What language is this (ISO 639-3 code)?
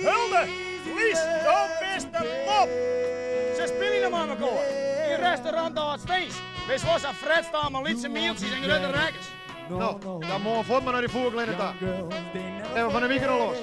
fry